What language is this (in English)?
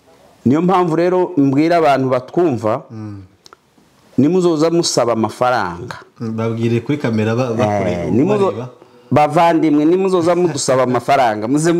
Kinyarwanda